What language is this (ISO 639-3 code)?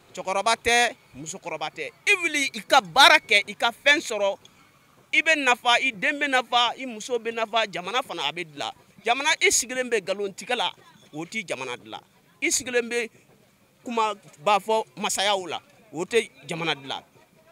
bam